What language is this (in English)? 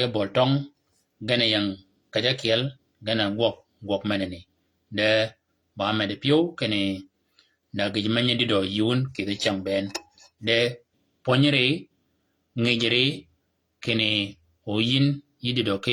Shilluk